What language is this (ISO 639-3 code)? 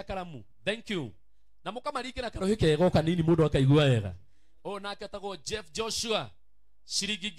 kik